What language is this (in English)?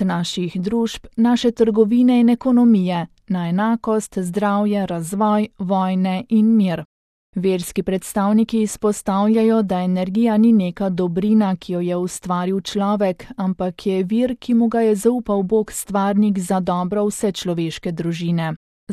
Slovenian